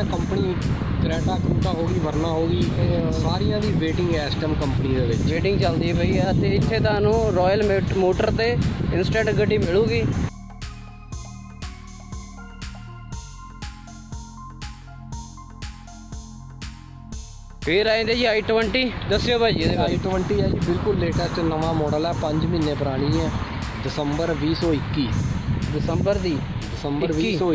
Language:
Punjabi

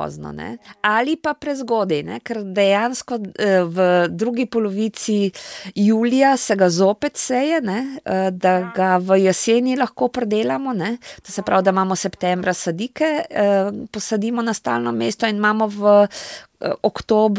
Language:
Slovenian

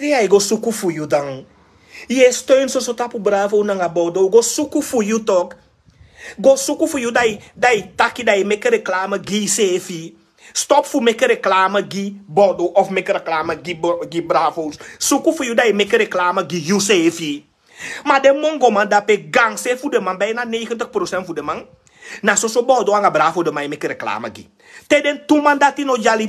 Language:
Sranan Tongo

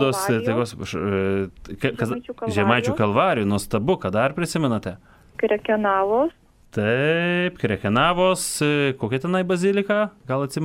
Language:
Lithuanian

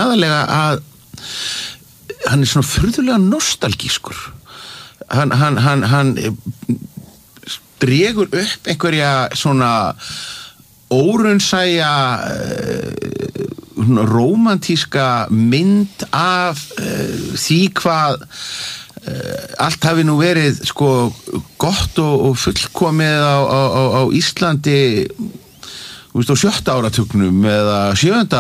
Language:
Icelandic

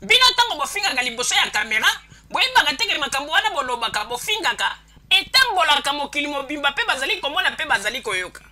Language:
Lingala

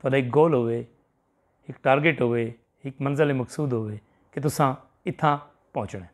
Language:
Saraiki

